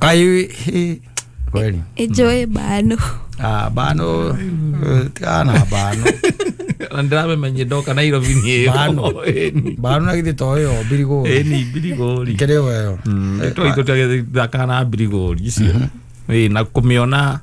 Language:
Kikuyu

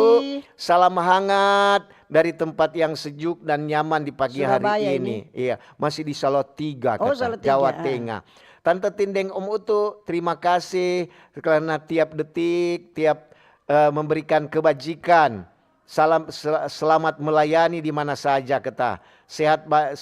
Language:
Manado Malay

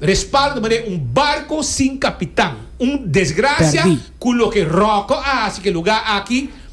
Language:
Papiamento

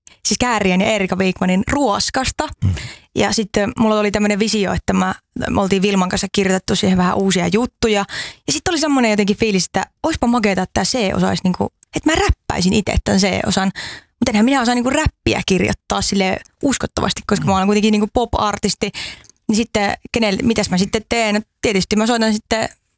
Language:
Finnish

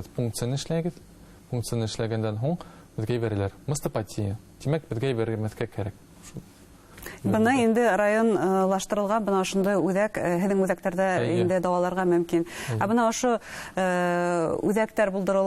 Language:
Bashkir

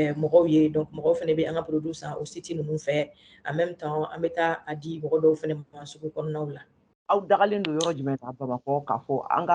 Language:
Bambara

